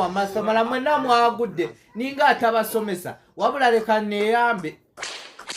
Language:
Ganda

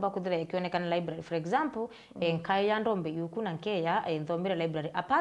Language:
Meru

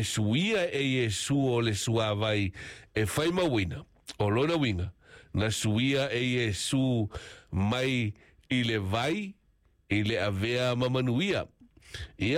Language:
Samoan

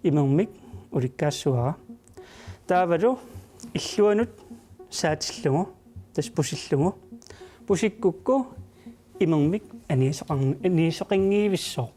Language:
Kalaallisut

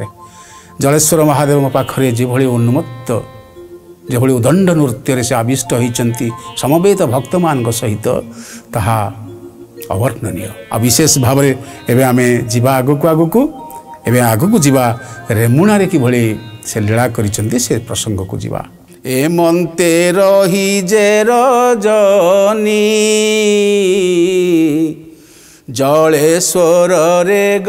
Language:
Odia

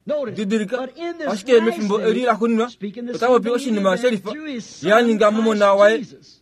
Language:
Kuanyama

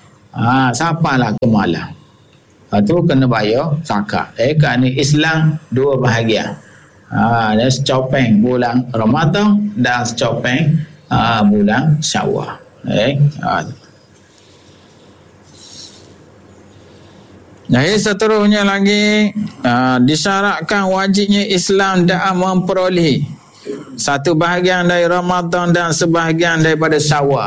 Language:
Malay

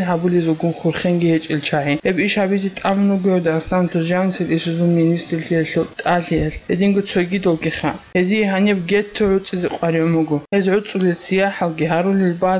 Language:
Avaric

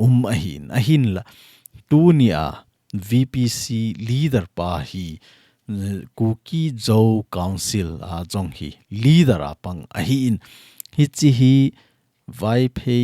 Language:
Thado Chin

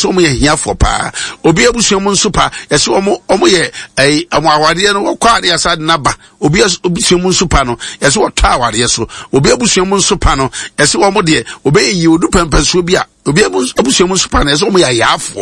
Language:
Akan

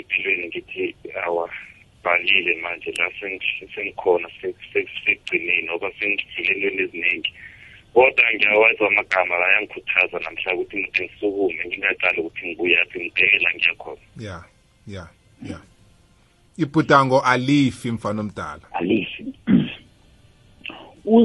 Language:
South Ndebele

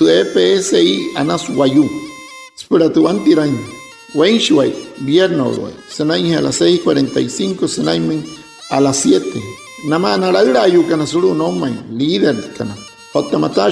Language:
Wayuu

